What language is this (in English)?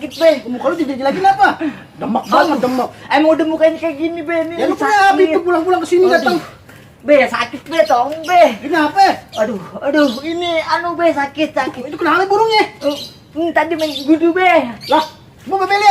Betawi